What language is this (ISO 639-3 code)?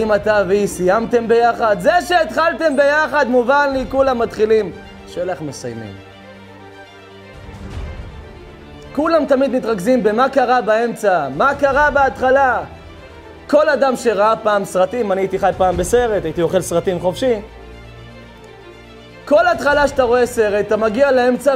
heb